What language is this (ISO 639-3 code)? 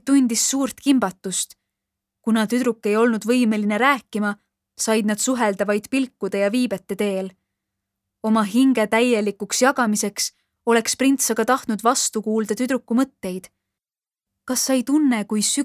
est